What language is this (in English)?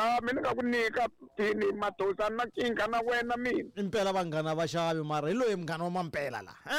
Tsonga